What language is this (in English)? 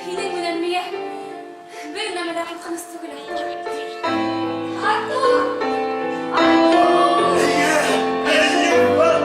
Bashkir